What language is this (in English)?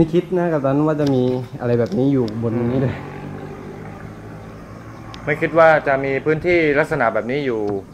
Thai